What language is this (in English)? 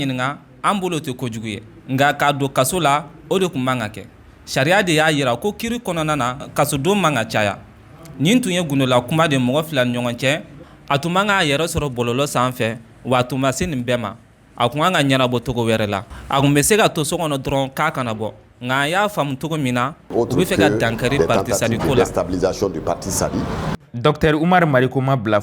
Bambara